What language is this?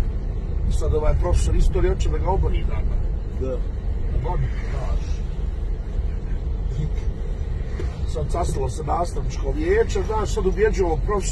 Bosnian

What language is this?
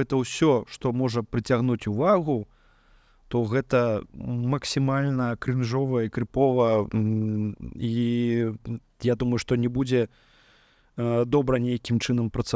Belarusian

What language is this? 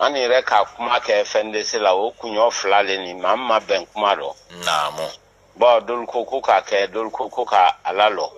Bambara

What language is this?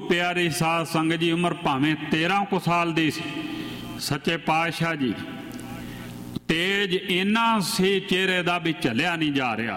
Punjabi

